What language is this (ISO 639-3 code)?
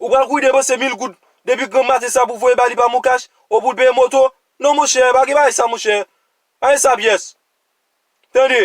hat